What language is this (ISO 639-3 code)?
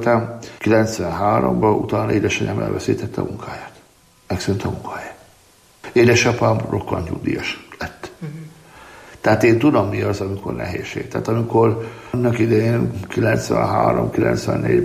hun